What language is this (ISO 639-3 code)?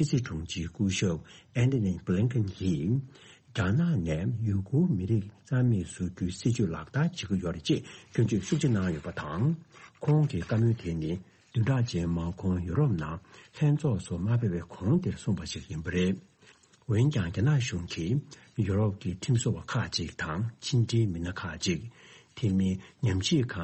bod